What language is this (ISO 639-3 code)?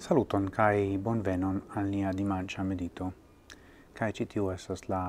epo